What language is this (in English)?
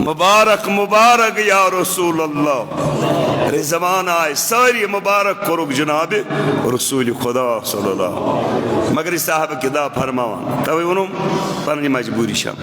Kashmiri